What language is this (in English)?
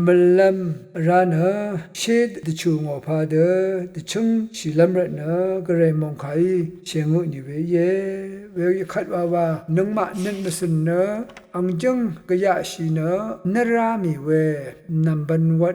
Rawang